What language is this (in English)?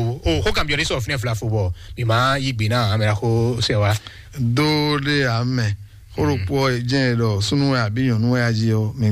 Fon